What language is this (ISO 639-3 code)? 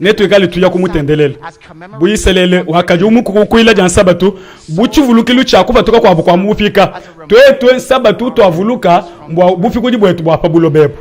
lua